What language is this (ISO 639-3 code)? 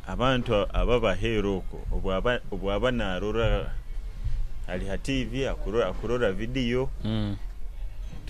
nyo